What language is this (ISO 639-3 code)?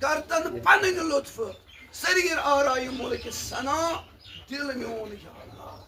kas